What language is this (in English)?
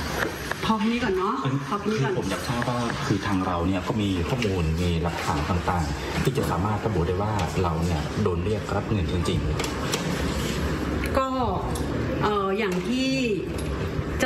Thai